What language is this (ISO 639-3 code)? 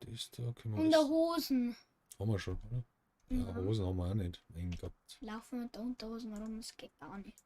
bar